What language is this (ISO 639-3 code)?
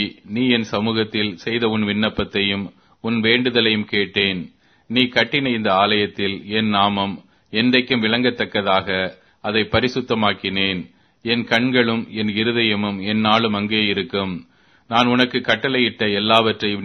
tam